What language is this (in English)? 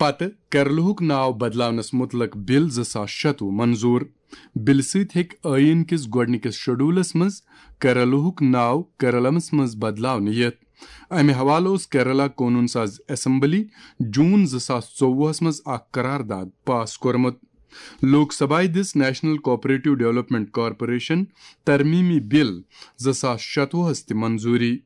Kashmiri